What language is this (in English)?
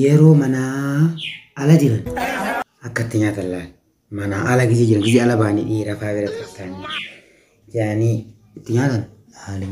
Oromo